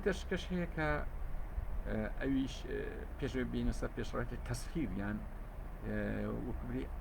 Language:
Central Kurdish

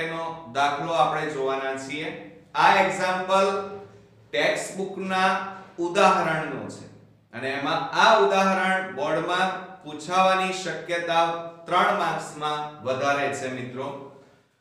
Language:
Gujarati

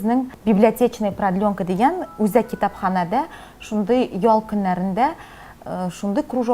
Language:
Tatar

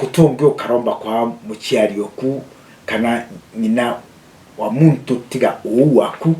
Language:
Meru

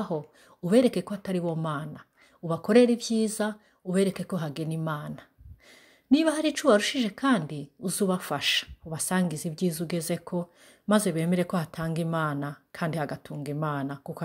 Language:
Rundi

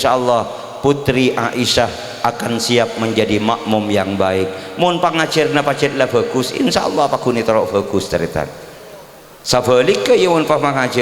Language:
Madurese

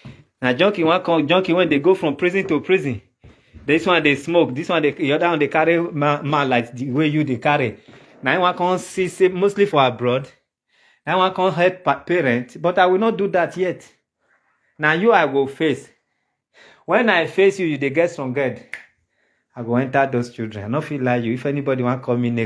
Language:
Nigerian Pidgin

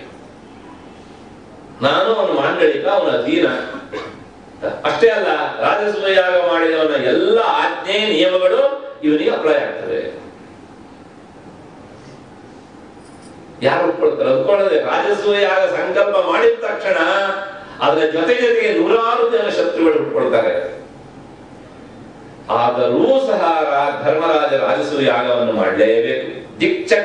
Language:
Kannada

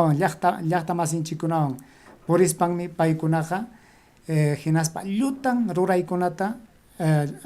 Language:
Ayacucho Quechua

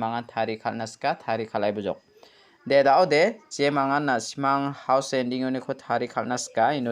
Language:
Garo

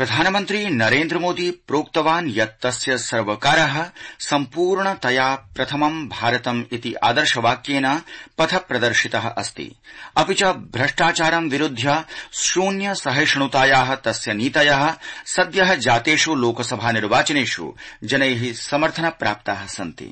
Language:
Sanskrit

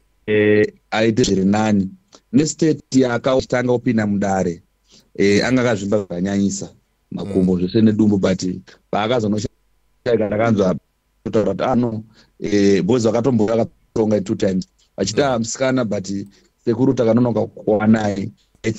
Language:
Shona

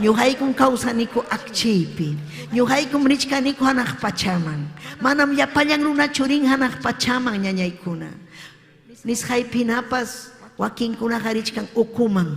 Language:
Ayacucho Quechua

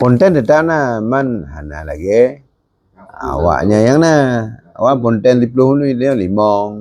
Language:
Achinese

